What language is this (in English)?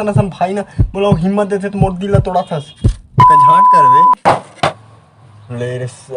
Chhattisgarhi